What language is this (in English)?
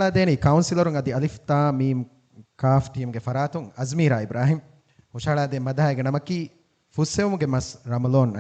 Divehi